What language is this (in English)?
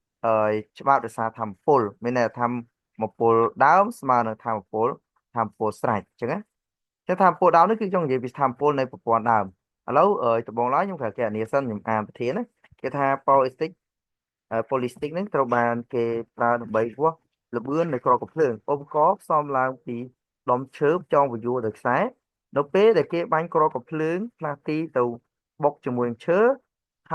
Khmer